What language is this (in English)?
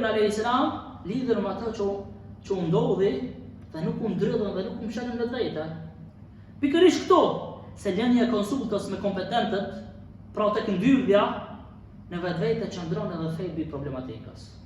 Albanian